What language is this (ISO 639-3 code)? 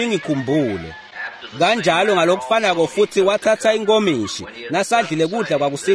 ssw